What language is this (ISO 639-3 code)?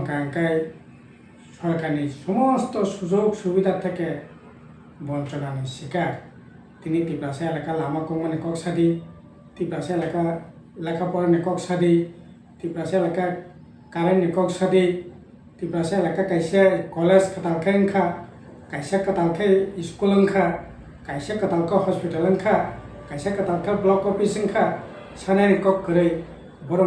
trp